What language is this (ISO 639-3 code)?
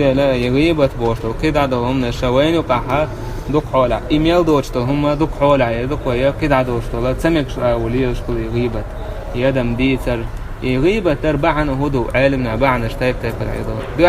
che